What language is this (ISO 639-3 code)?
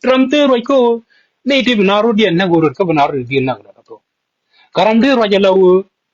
nus